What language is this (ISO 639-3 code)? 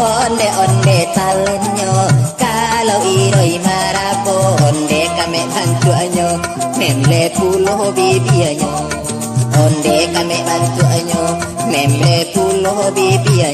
min